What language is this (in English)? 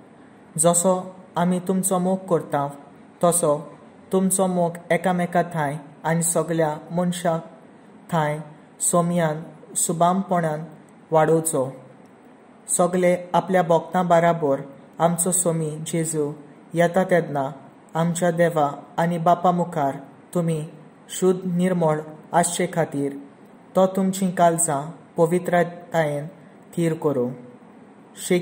Konkani